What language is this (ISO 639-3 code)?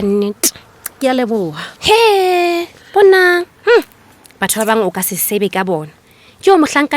sot